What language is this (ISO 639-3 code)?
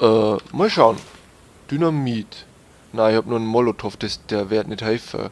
bar